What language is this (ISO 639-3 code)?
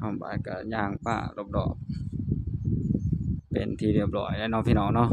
tts